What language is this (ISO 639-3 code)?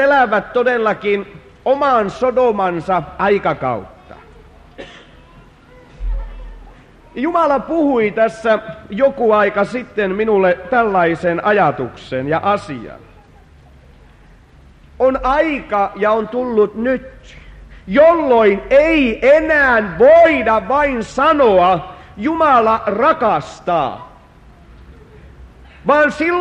fin